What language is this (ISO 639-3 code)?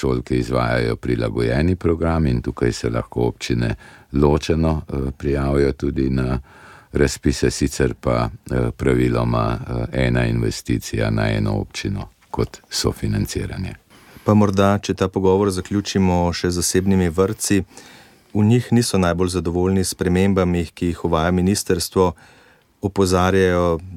slv